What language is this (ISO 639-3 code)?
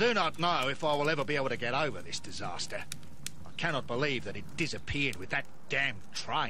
eng